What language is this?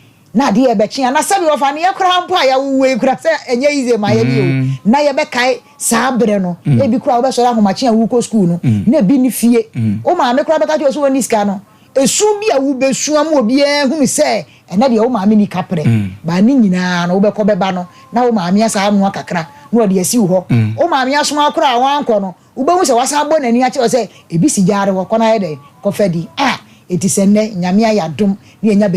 Akan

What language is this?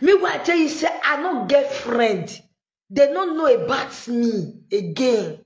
Nigerian Pidgin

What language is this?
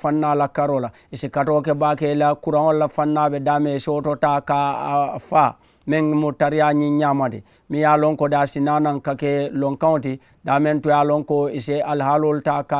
Mandingo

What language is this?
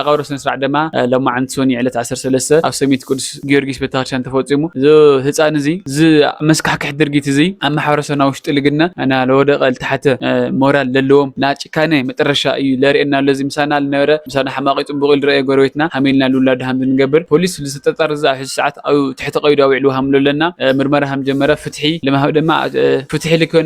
Tigrinya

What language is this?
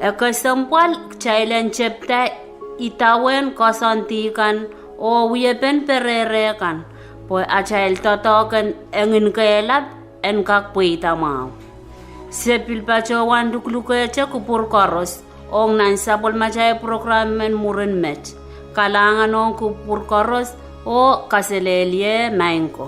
Pohnpeian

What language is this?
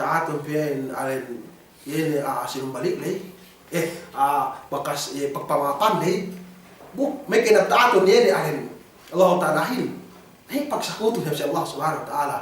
Yakan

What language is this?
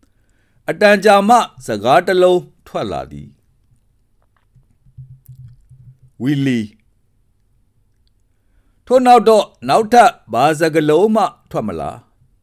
Burmese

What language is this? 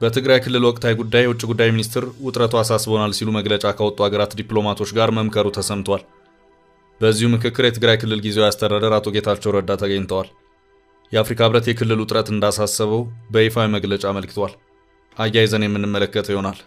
Amharic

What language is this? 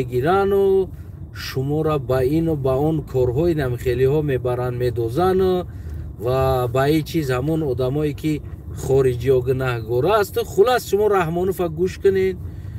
Tajik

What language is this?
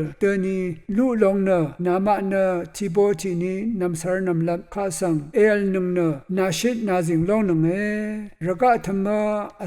Rawang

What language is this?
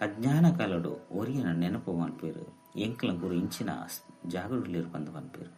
Tulu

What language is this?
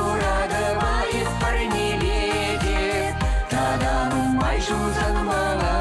Chuvash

